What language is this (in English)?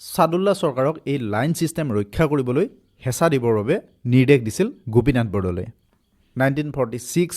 Assamese